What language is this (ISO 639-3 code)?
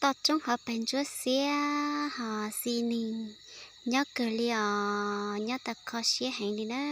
hmn